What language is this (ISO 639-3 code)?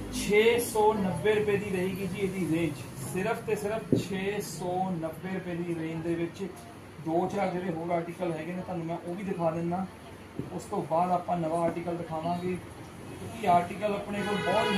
pan